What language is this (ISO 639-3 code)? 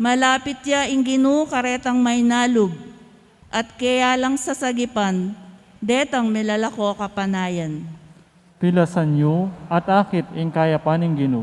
pam